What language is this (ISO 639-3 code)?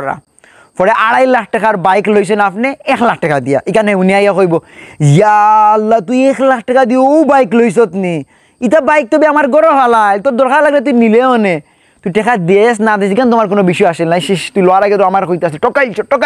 syl